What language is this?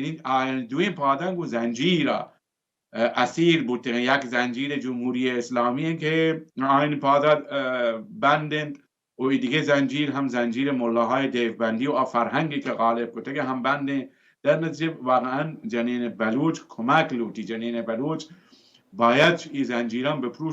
Baluchi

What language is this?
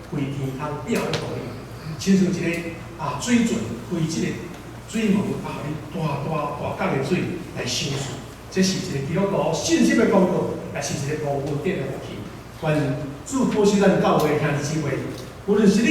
Min Nan Chinese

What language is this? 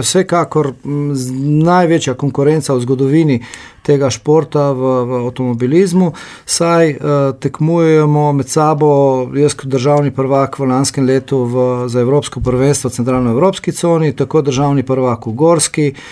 Slovenian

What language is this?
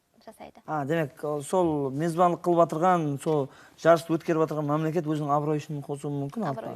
Kara-Kalpak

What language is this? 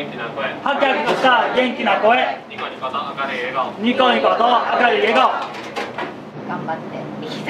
Japanese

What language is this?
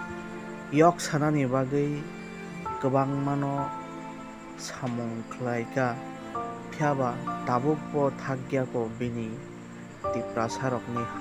Kok Borok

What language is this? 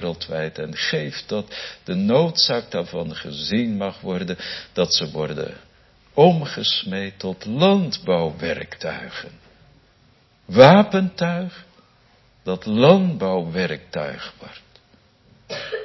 Dutch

